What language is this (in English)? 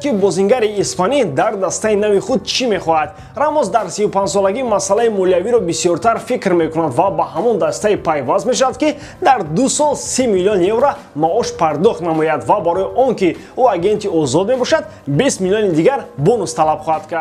Tajik